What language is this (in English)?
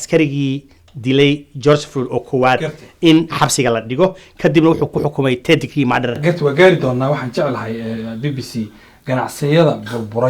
Somali